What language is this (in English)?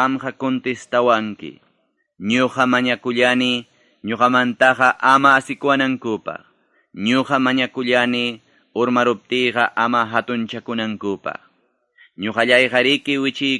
Ayacucho Quechua